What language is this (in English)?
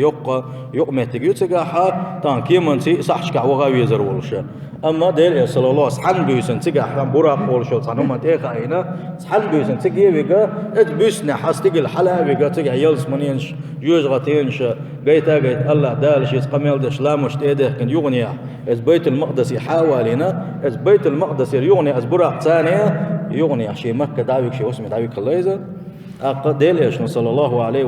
Chechen